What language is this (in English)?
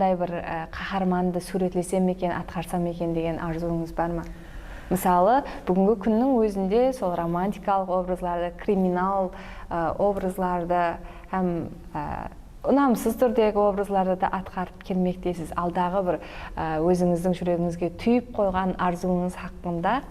Kara-Kalpak